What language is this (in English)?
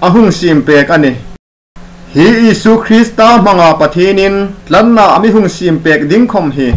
Hmar